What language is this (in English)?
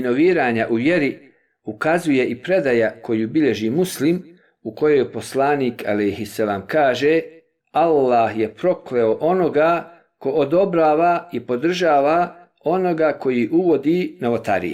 Bosnian